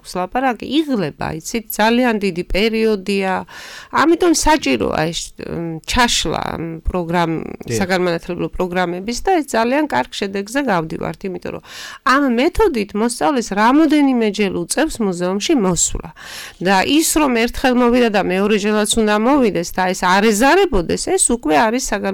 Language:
Georgian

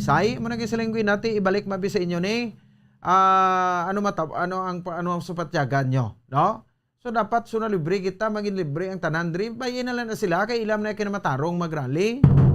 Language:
Hiligaynon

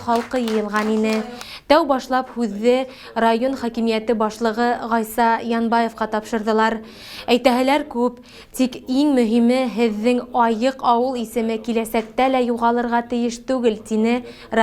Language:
Bashkir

